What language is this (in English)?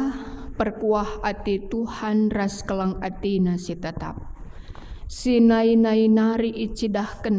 Batak Karo